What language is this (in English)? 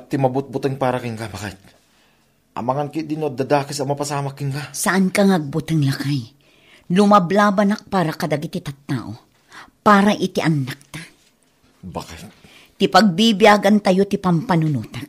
Iloko